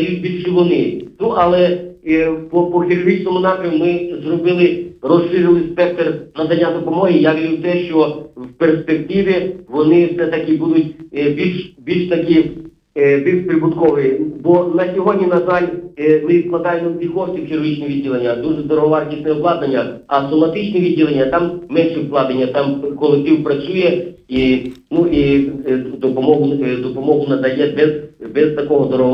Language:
Ukrainian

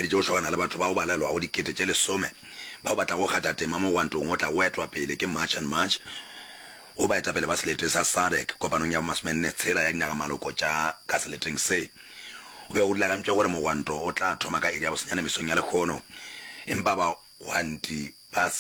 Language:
Northern Sotho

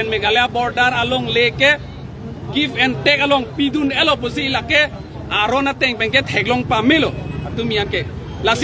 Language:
Karbi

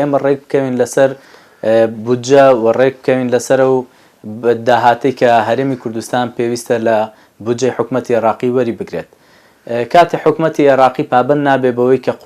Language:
Central Kurdish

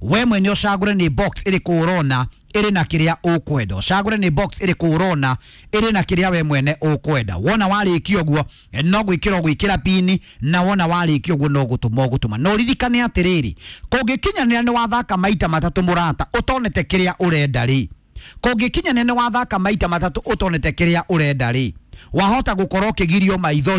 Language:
Kikuyu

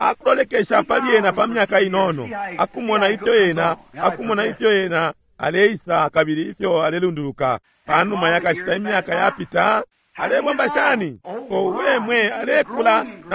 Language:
Bemba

